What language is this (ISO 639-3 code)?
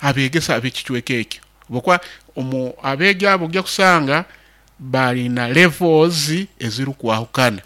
nyo